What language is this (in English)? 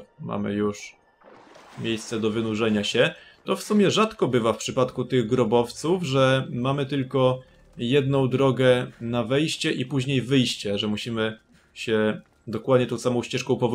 Polish